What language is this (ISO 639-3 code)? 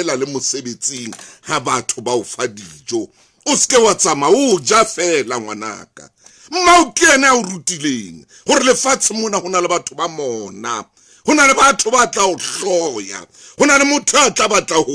sot